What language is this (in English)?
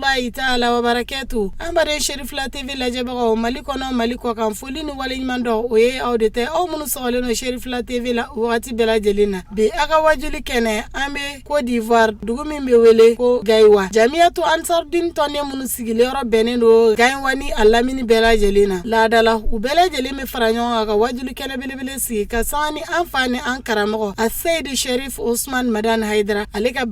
Bambara